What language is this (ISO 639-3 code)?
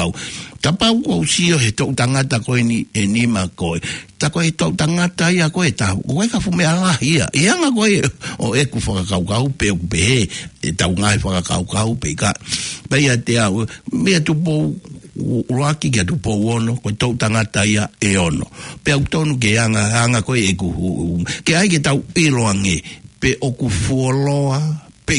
ton